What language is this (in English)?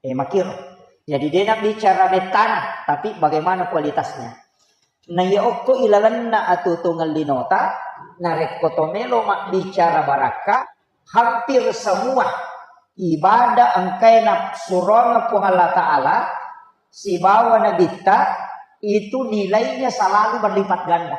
Buginese